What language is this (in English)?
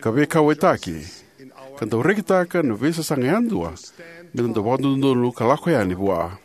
Fijian